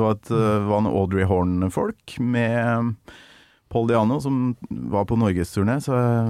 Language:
Norwegian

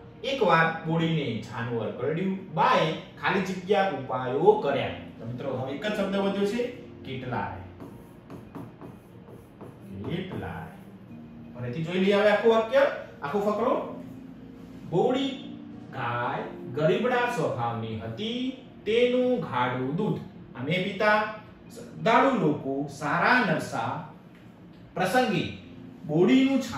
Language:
Gujarati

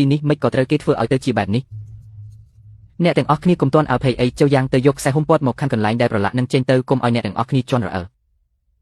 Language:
Khmer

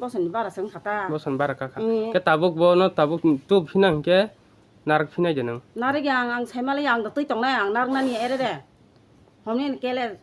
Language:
Kok Borok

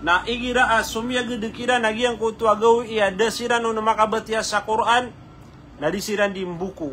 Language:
Maranao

